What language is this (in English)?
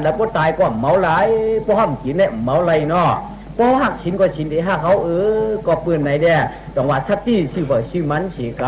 Shan